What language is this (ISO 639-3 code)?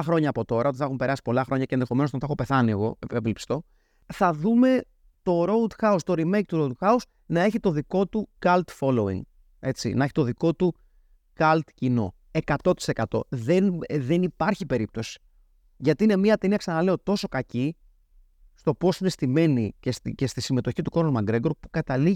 ell